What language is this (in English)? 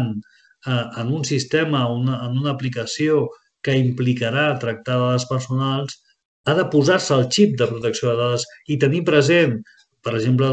Catalan